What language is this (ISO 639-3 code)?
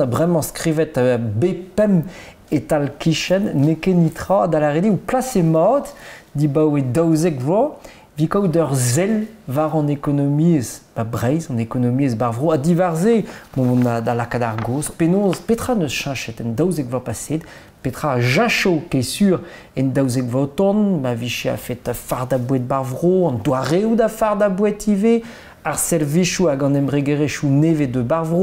bre